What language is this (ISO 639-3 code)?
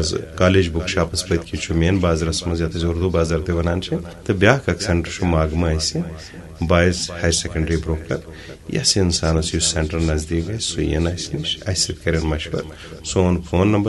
kas